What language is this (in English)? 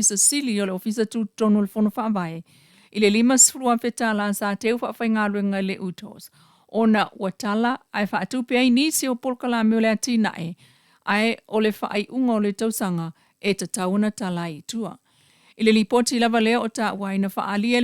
Samoan